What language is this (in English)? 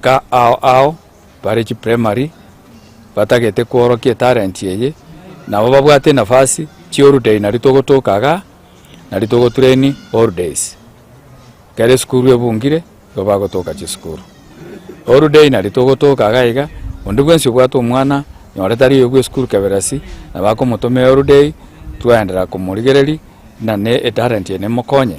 Gusii